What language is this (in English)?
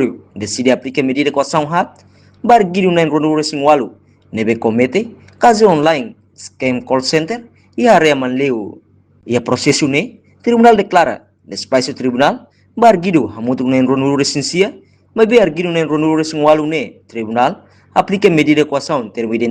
Tetum